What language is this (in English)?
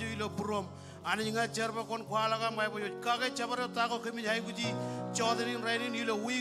Marshallese